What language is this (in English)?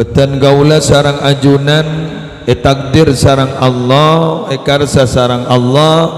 Madurese